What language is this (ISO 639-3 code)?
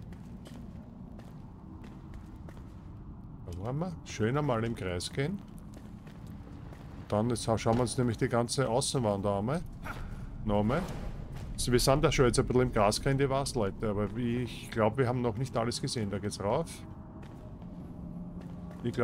deu